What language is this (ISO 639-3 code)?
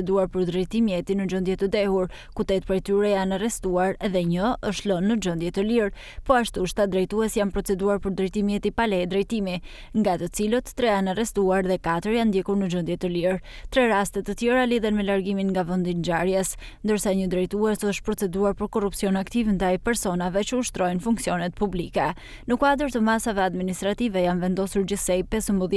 sqi